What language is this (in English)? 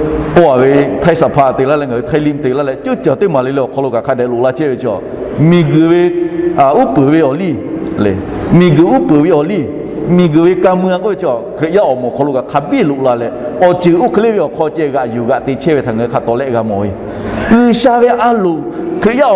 Lahu